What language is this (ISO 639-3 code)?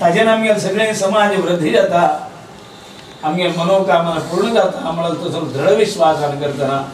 kok